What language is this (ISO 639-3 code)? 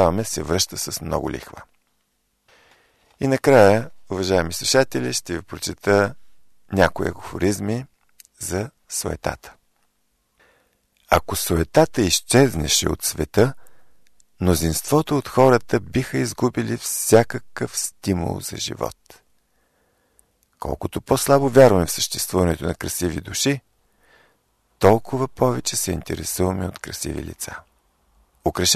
bul